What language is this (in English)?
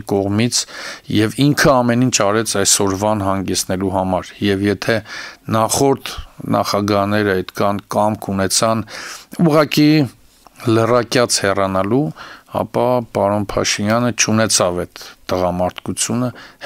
Armenian